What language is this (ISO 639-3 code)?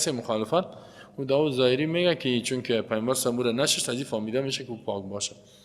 tgk